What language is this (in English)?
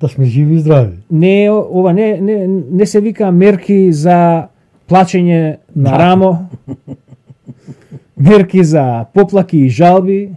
Macedonian